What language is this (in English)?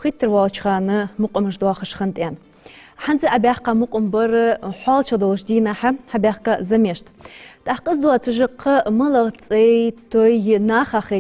Ingush